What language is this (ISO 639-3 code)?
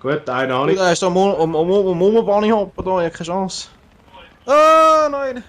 gsw